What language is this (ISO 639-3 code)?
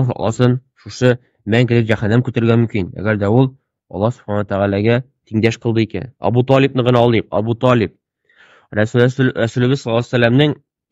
tat